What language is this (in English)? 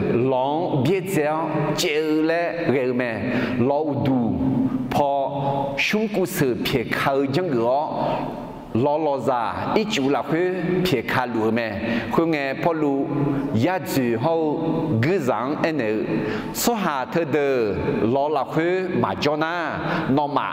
Akha